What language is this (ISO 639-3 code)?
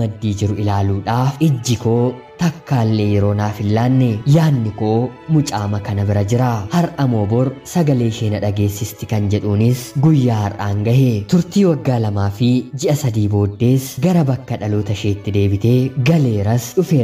orm